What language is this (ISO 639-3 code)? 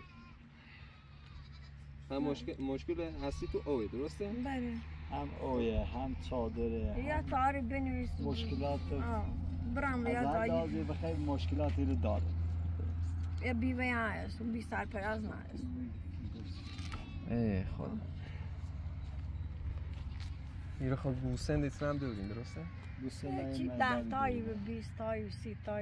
fas